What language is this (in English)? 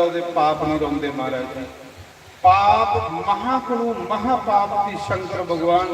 Dogri